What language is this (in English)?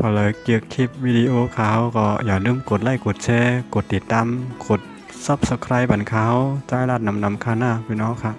Shan